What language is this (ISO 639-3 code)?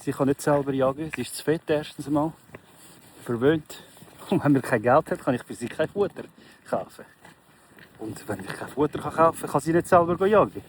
gsw